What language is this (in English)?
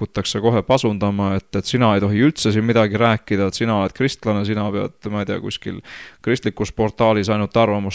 Estonian